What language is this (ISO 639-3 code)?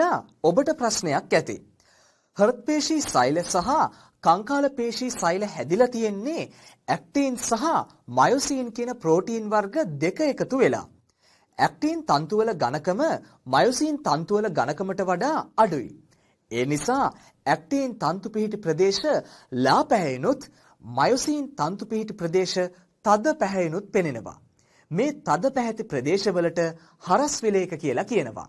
sin